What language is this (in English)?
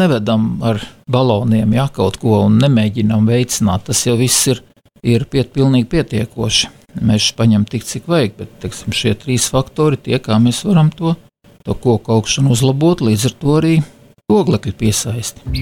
Latvian